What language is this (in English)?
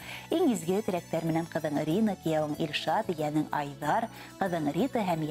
Bashkir